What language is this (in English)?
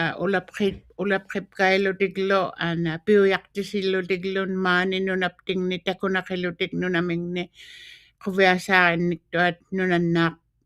Western Canadian Inuktitut